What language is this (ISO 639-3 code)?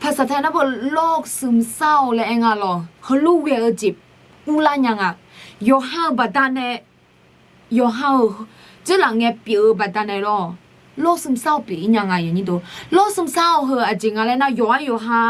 ahk